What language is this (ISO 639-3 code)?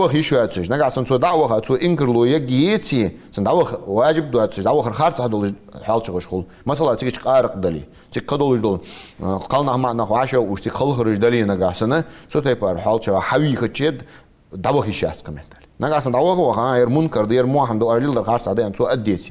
inh